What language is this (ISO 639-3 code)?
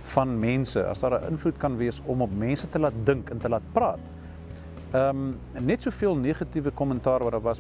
afr